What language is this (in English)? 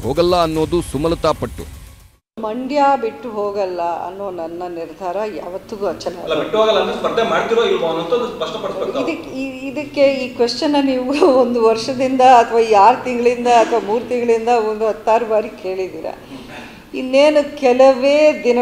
Kannada